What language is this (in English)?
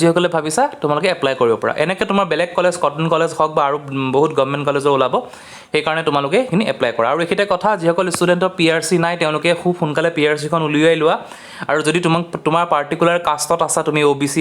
Assamese